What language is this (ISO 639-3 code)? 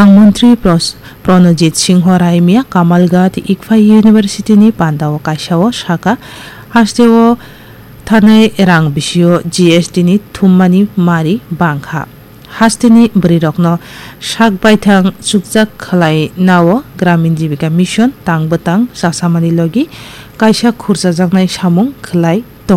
trp